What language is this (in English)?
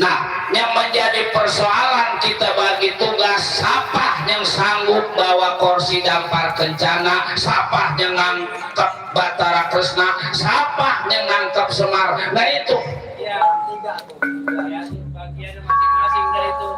Betawi